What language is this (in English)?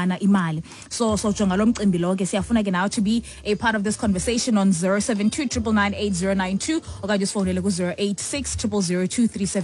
Xhosa